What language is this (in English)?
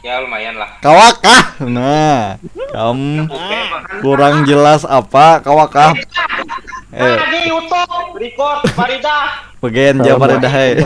Banjar